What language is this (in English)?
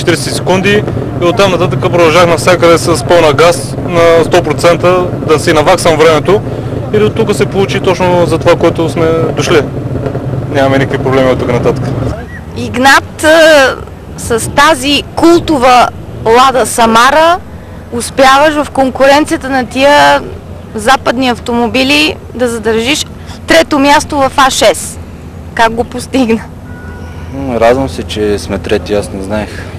Bulgarian